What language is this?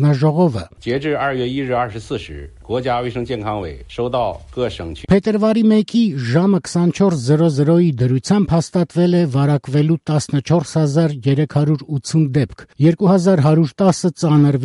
Armenian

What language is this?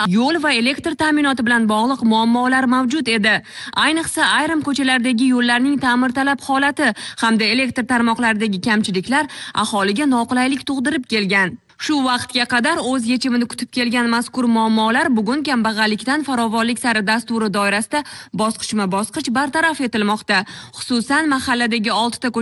Uzbek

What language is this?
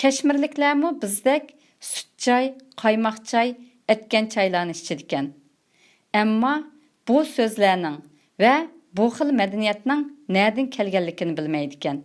Uyghur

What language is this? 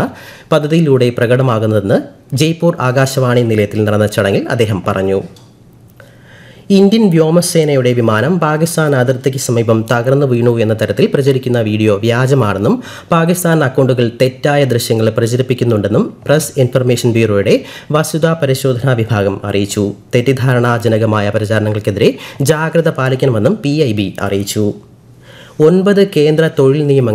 Malayalam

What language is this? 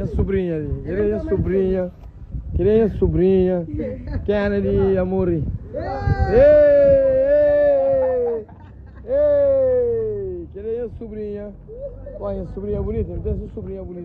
Kabuverdianu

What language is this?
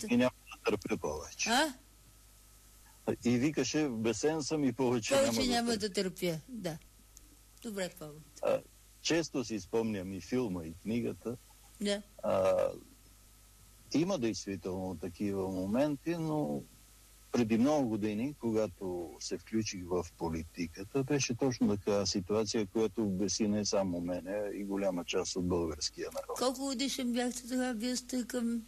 Bulgarian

